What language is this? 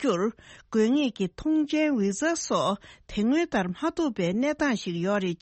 Tibetan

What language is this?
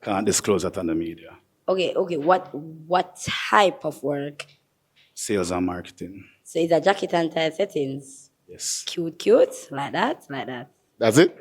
Jamaican Creole English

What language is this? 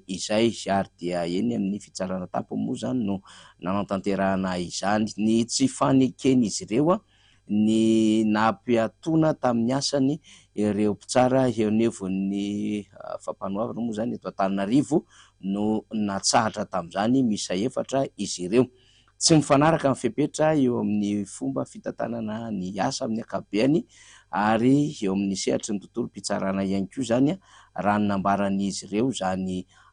Malagasy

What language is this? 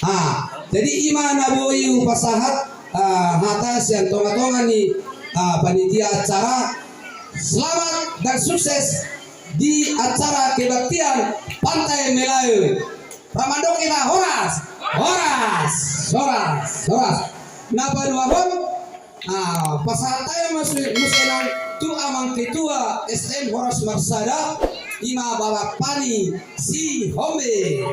Batak Toba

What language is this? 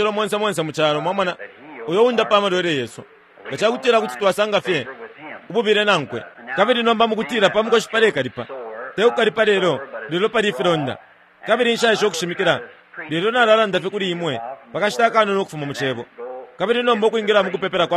Bemba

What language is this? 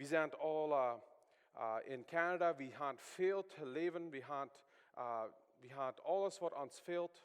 Plautdietsch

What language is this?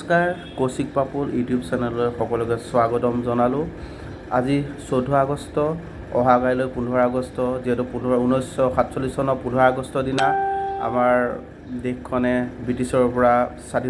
Assamese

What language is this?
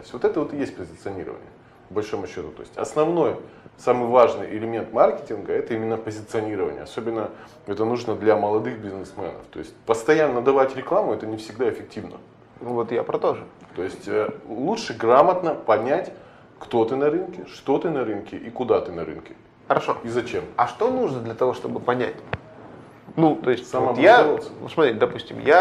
Russian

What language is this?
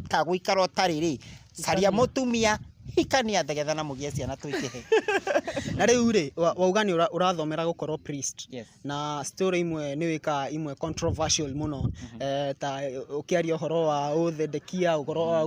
Kikuyu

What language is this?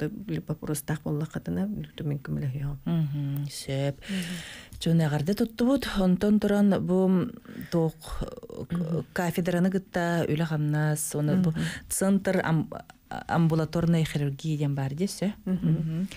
Yakut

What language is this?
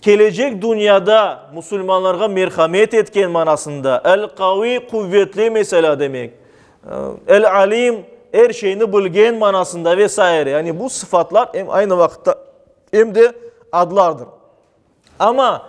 Crimean Tatar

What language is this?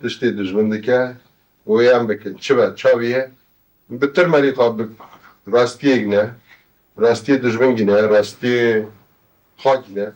Kurdish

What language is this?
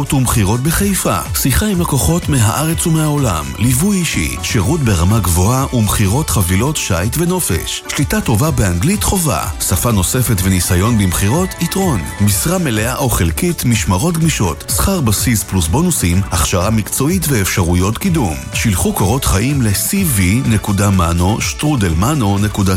Hebrew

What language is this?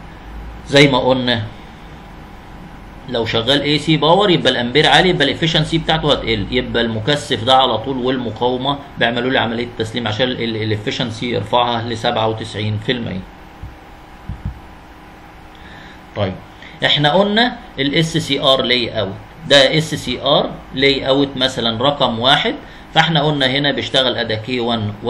Egyptian Arabic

